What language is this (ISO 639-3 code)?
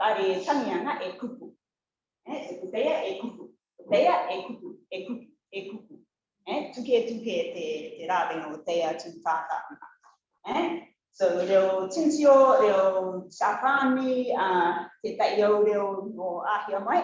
rar